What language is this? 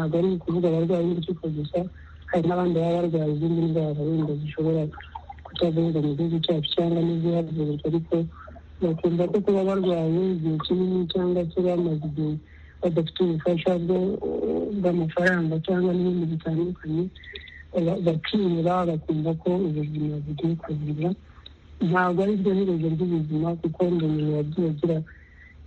Kinyarwanda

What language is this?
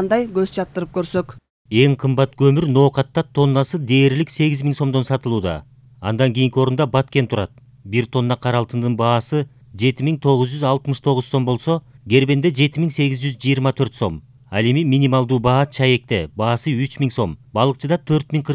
Kyrgyz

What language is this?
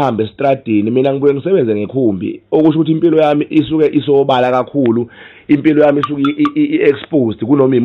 Zulu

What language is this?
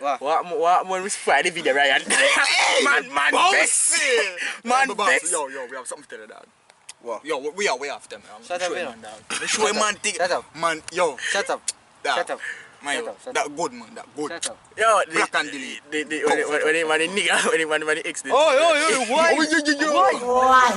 Jamaican Creole English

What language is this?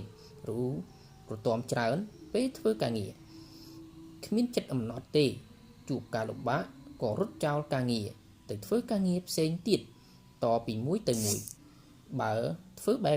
Khmer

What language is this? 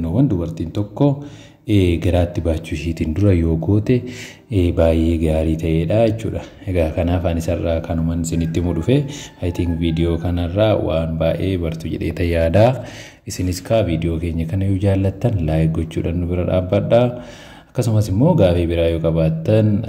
Oromo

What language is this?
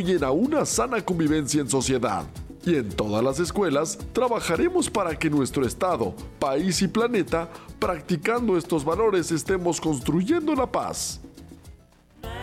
Spanish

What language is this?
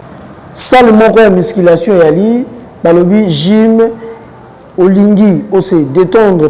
Lingala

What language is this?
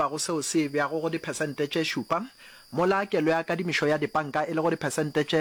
Northern Sotho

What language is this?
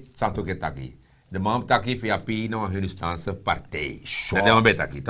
Sranan Tongo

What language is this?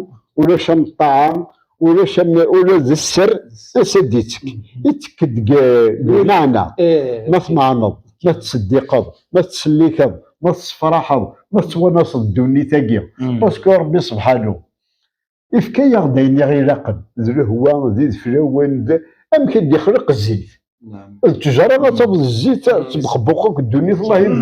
Kabyle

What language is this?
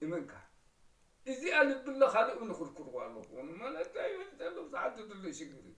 Tigrinya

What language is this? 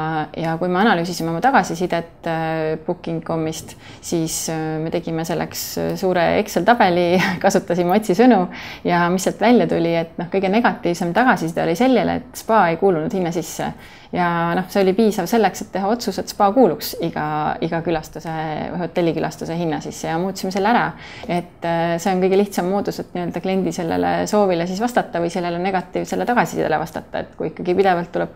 Estonian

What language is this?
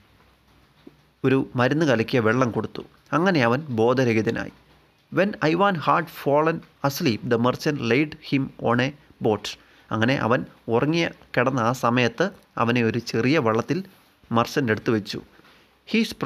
Malayalam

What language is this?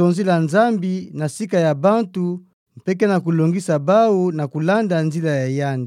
Kituba (Democratic Republic of Congo)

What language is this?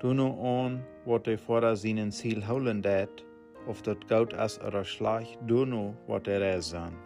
Plautdietsch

